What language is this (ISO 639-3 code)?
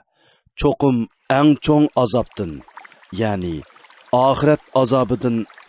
uig